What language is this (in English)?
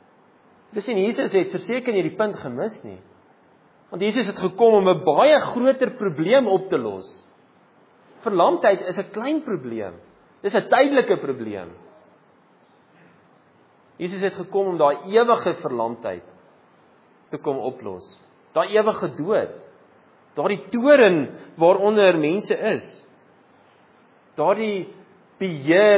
Afrikaans